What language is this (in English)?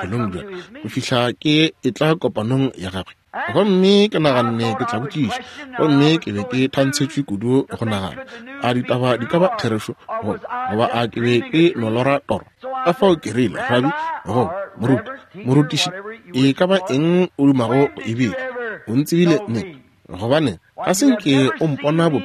Northern Sotho